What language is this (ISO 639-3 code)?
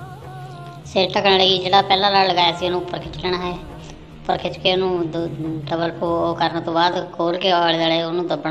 pan